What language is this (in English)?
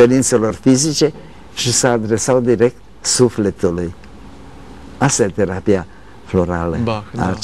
Romanian